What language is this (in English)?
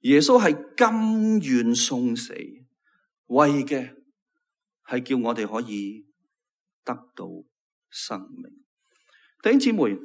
Cantonese